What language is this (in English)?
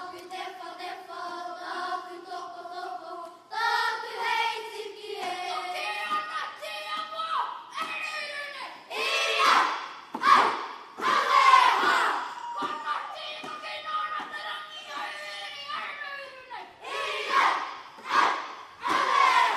Māori